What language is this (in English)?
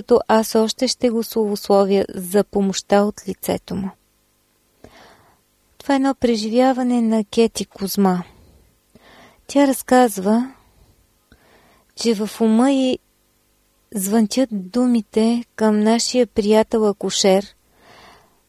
Bulgarian